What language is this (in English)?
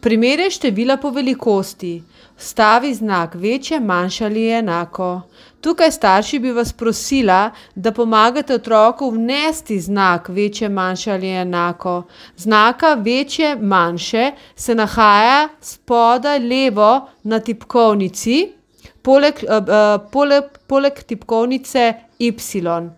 Slovenian